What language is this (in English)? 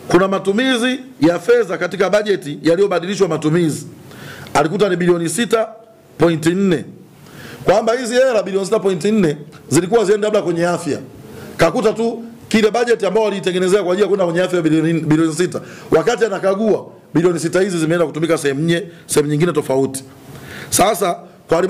Swahili